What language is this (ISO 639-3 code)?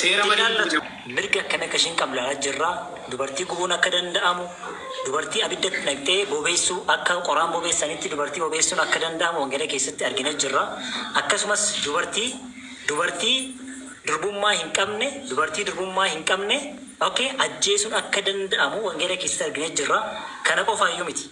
orm